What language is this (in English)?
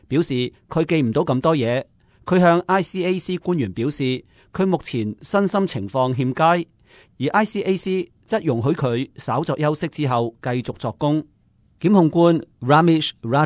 Cantonese